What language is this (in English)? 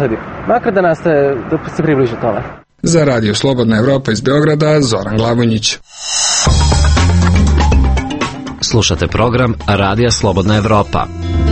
Serbian